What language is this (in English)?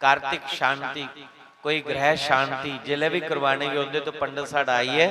Dogri